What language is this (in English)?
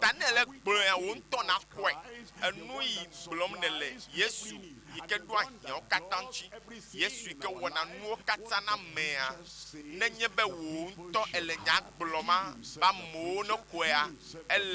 Ewe